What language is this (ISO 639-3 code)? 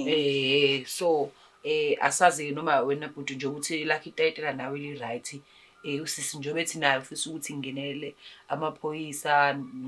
zul